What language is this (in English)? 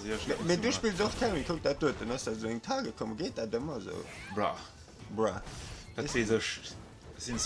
Luxembourgish